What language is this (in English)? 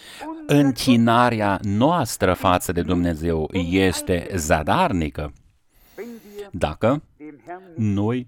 Romanian